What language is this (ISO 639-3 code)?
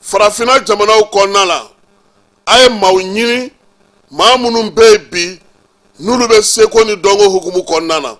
bam